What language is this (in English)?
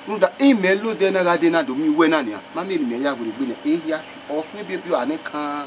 Bini